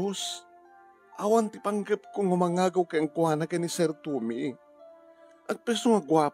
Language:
Iloko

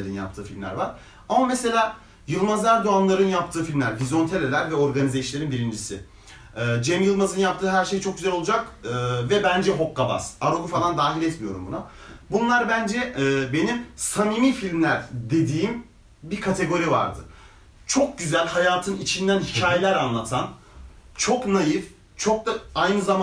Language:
Turkish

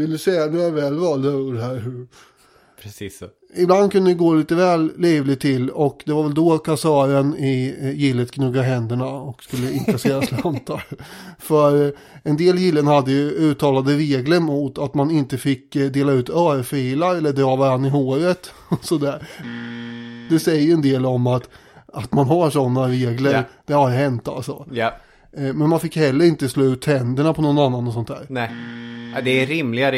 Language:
Swedish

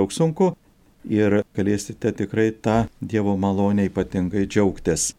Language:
Lithuanian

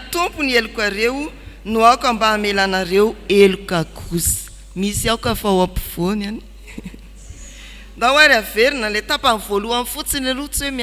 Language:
Malagasy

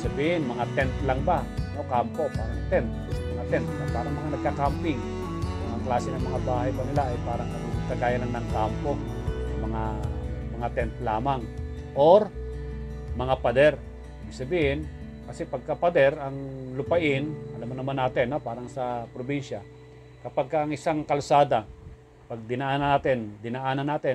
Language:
Filipino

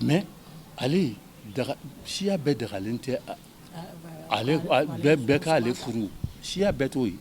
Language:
Bambara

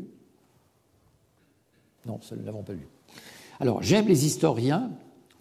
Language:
French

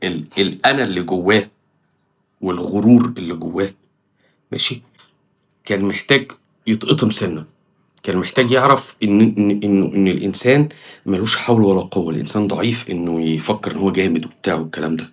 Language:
Egyptian Arabic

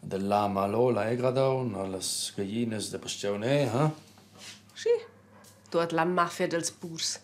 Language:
Romansh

